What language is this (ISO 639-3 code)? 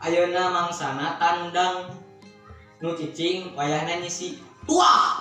sun